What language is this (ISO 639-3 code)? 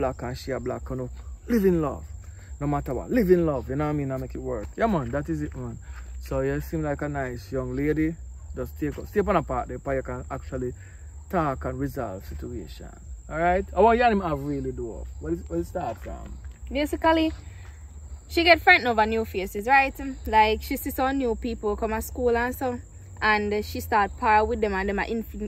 jam